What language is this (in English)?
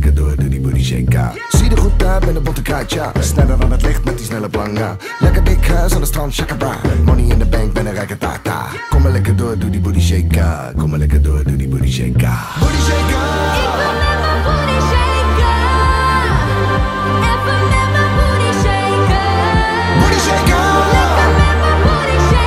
Dutch